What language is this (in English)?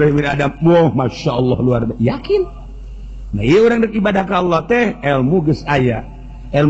Sundanese